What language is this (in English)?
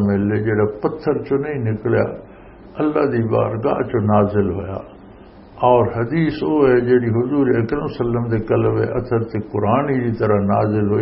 Western Panjabi